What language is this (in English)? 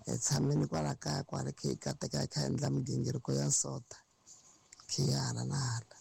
Tsonga